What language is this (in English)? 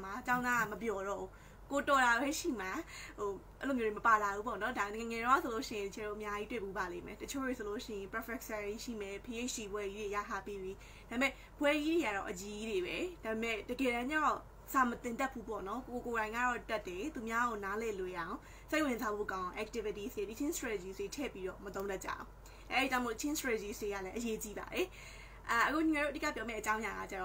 Burmese